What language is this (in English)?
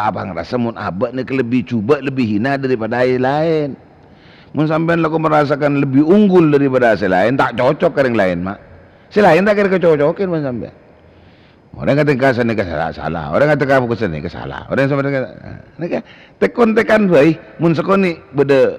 Madurese